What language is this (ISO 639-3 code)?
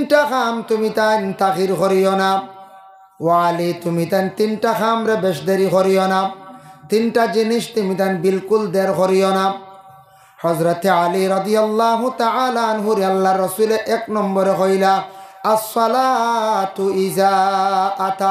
syl